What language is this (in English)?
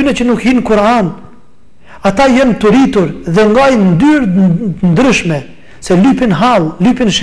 Albanian